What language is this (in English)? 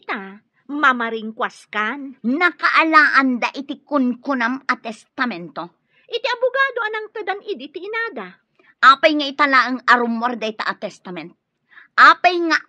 Iloko